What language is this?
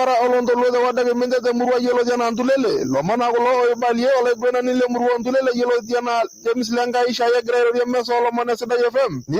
Masai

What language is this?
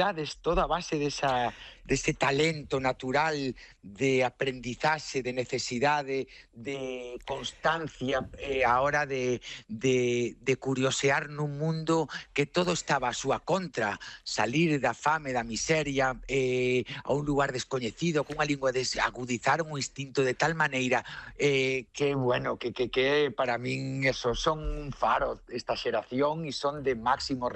Galician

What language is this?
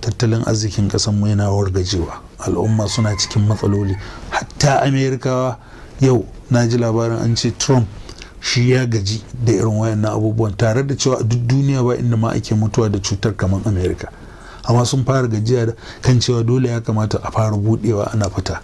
Hausa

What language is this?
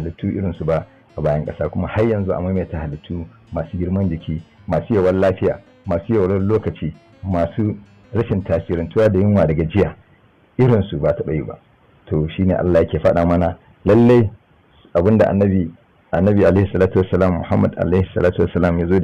Hausa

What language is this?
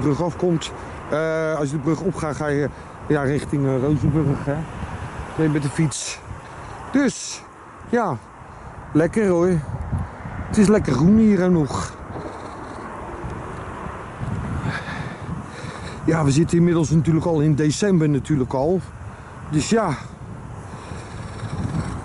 Dutch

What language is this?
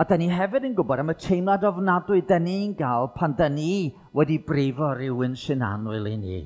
Welsh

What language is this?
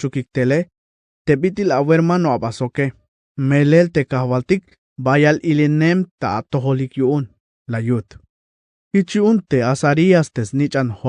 Tzeltal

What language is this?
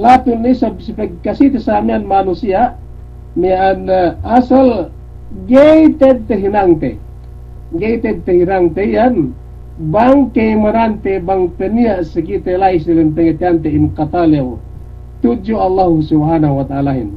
Yakan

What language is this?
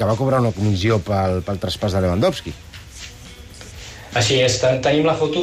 Catalan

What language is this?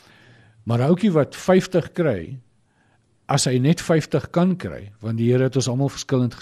Afrikaans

